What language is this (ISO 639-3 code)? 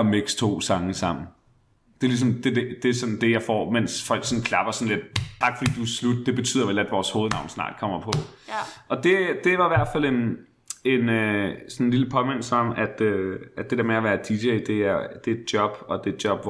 dan